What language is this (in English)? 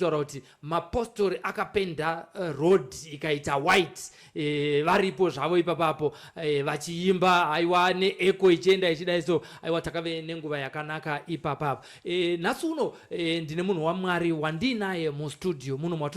Shona